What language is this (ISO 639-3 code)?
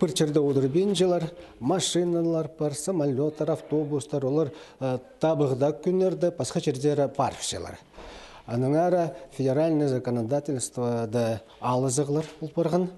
kjh